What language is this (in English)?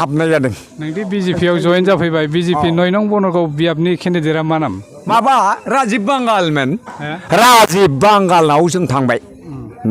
Bodo